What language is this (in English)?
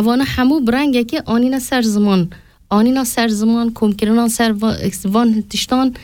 Kurdish